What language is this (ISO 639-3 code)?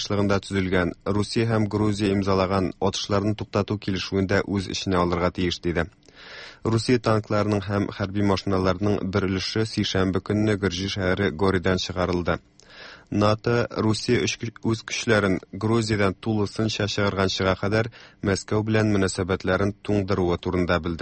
tat